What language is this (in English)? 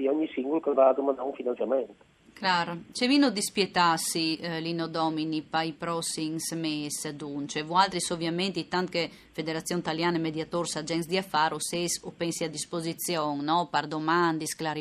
Friulian